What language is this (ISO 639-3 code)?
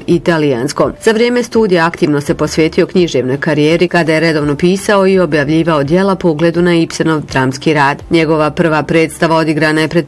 bos